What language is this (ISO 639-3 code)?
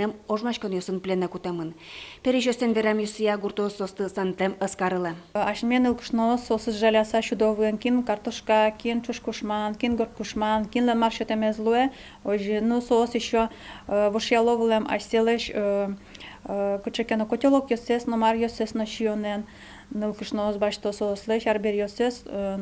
udm